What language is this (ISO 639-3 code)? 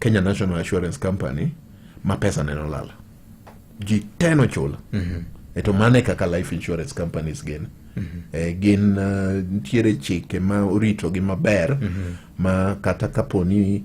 luo